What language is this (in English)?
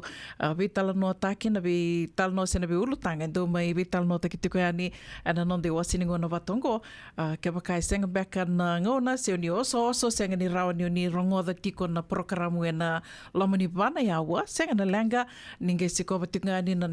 Fijian